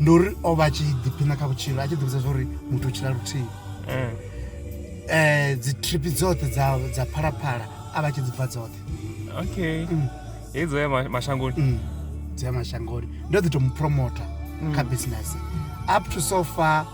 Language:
Venda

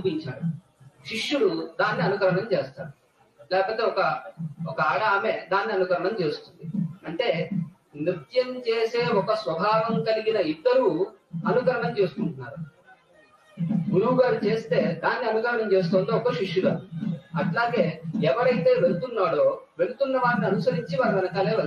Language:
Telugu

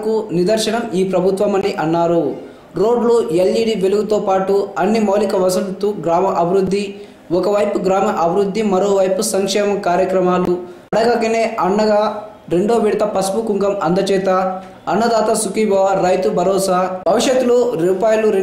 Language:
Telugu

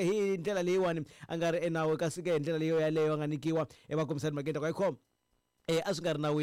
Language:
Tsonga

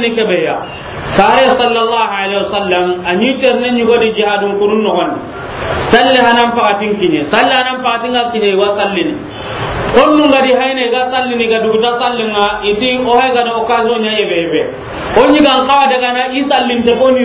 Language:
Soninke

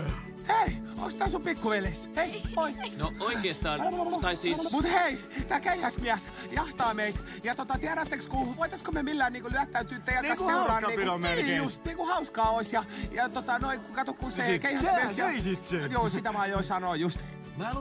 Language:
Finnish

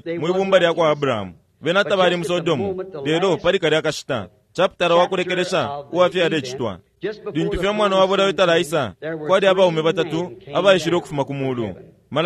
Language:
Bemba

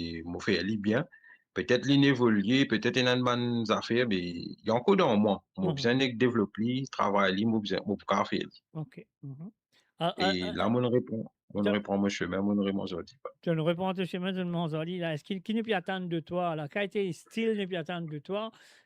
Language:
Morisyen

